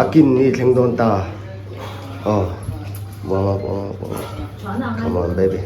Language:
Mizo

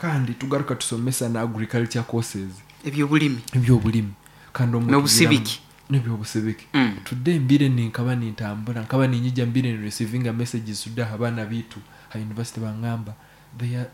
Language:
Nyankole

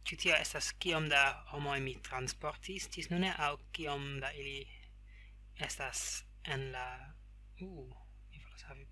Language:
Esperanto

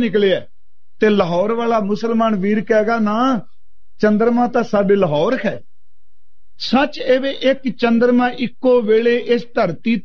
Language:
Punjabi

